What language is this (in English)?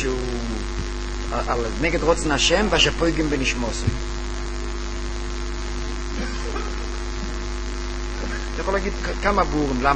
Hebrew